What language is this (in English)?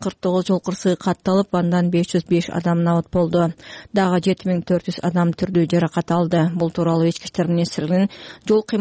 Kyrgyz